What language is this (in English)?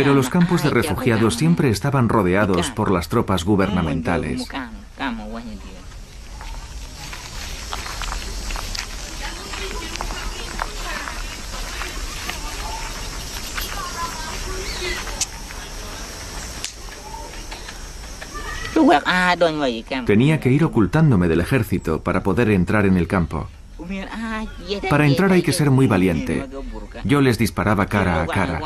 Spanish